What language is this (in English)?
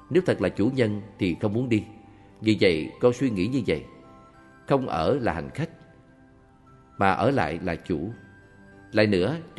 Vietnamese